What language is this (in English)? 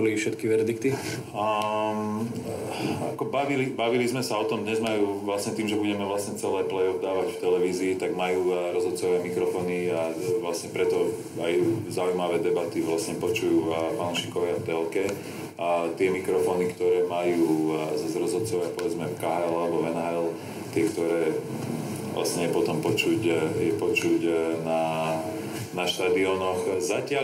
Slovak